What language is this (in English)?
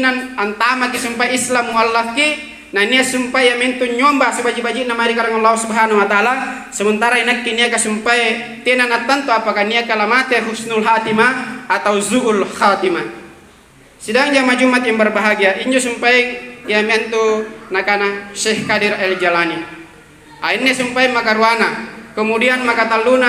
Makasar